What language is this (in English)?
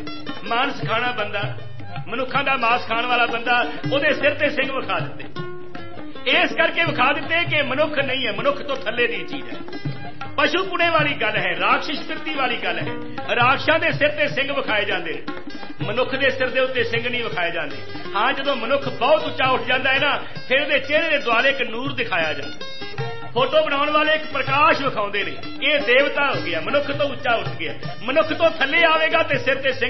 Punjabi